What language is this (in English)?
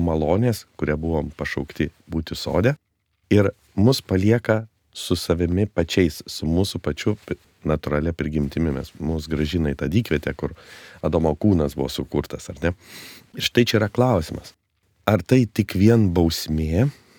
Lithuanian